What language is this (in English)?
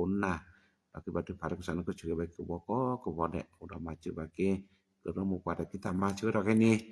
S'gaw Karen